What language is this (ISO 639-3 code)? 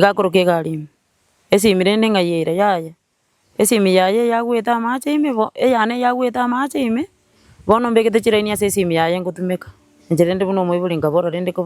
guz